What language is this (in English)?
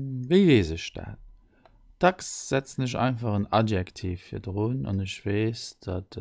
Luxembourgish